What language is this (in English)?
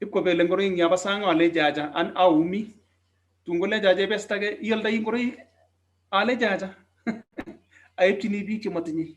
Kalenjin